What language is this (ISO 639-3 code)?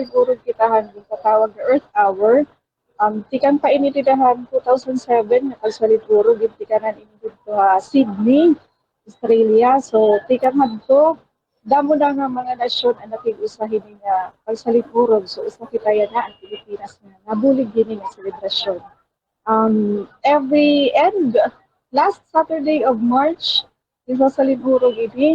war